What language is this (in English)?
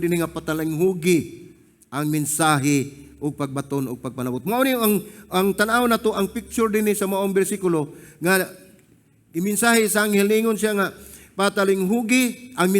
Cebuano